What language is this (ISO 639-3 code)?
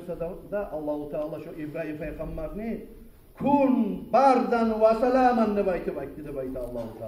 kum